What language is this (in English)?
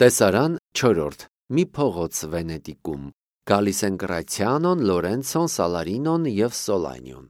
Armenian